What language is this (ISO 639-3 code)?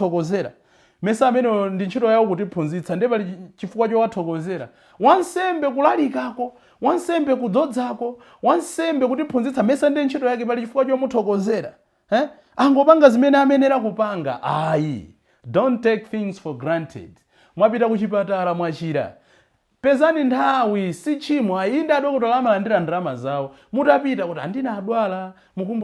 nya